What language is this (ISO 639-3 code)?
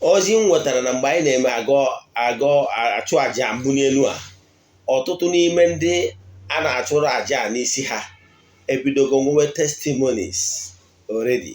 ibo